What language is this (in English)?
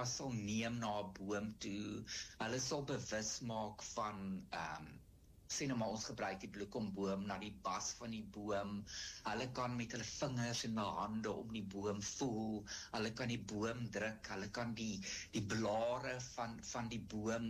Afrikaans